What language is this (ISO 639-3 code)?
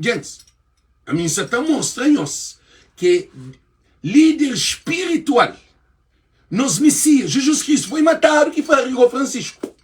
kea